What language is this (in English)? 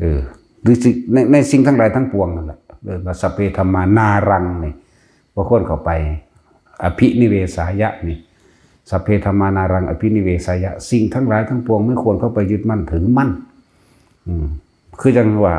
Northeastern Thai